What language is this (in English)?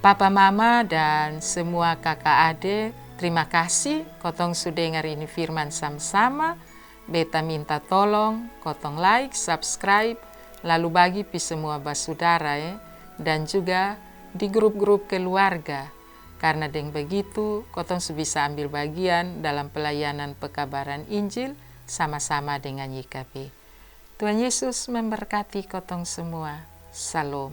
Kupang Malay